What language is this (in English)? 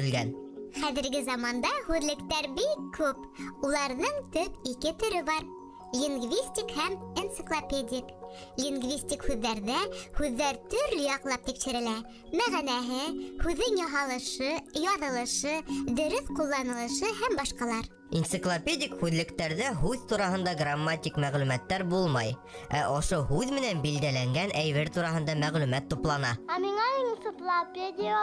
Bashkir